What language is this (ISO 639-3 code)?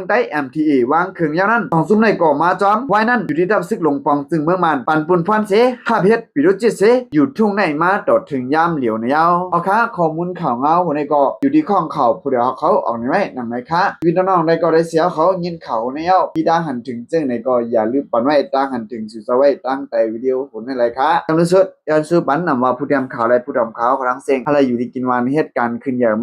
shn